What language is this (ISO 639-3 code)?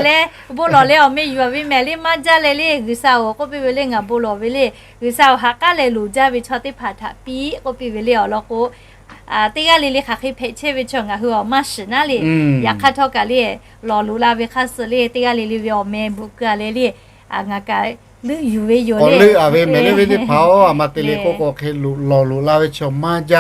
lhu